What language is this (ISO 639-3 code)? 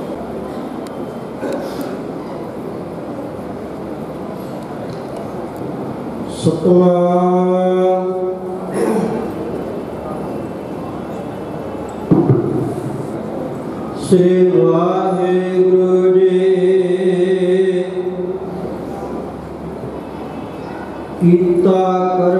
pan